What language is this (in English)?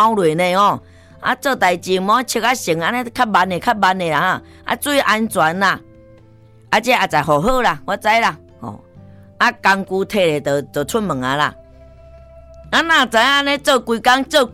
Min Nan Chinese